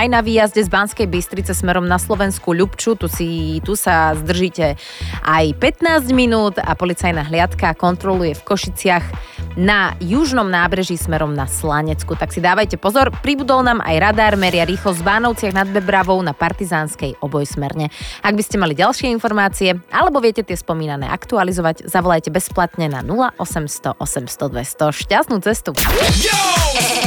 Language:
Slovak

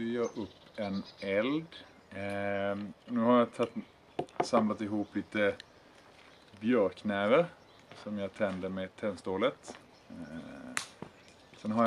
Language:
Swedish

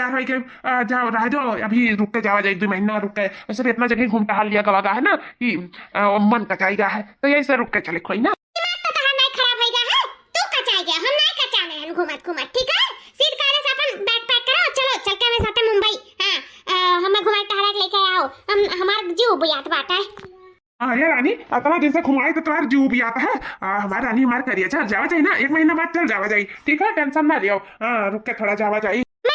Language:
Awadhi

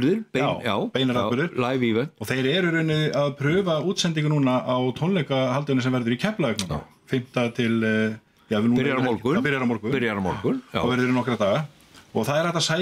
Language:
Icelandic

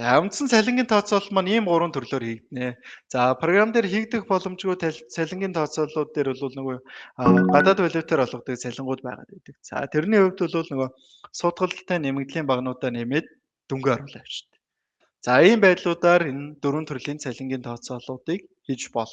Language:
Mongolian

